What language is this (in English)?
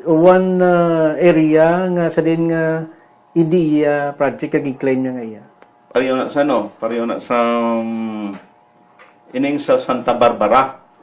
Hiligaynon